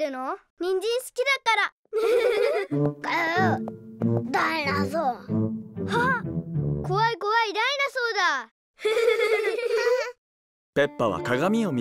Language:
Japanese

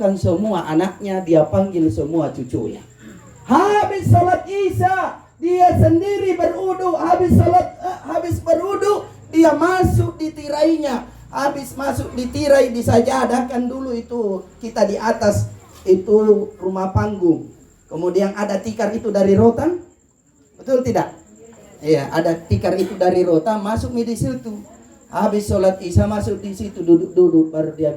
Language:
Makasar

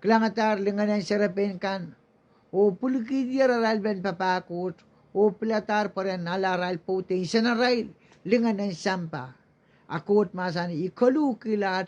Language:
Pohnpeian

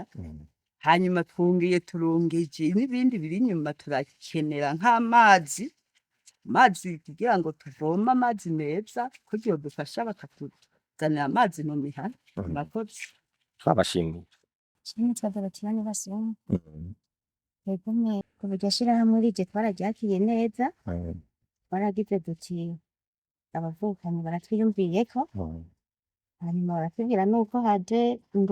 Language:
Rundi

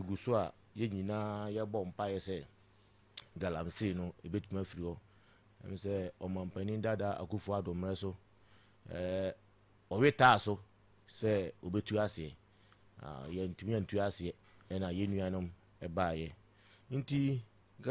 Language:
Akan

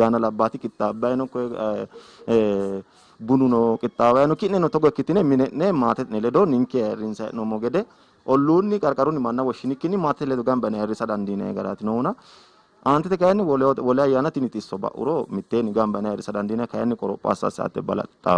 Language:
Sidamo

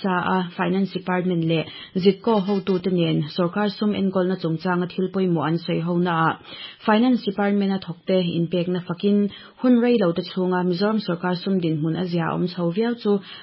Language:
Mizo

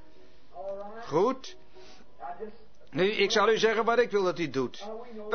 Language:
Dutch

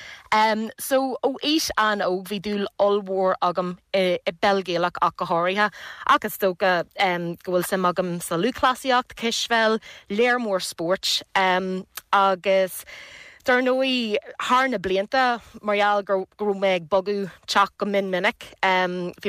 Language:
Irish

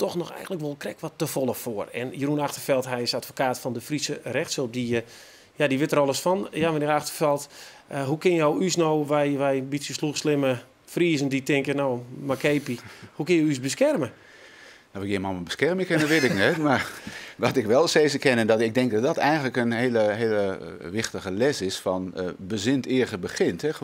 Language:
Western Frisian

